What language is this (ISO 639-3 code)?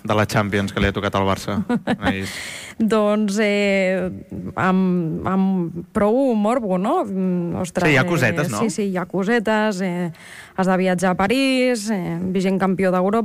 cat